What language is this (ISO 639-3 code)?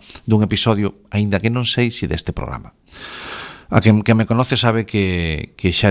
glg